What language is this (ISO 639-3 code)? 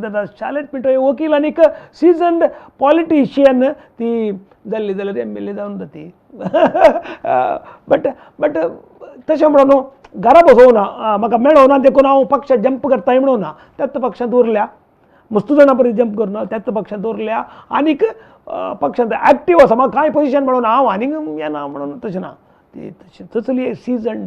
kok